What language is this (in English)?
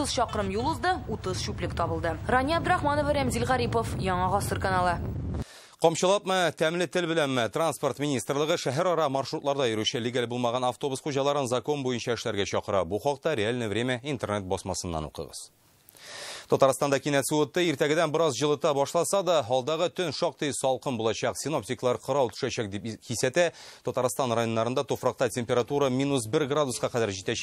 Tatar